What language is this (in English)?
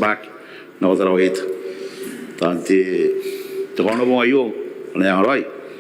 Gilbertese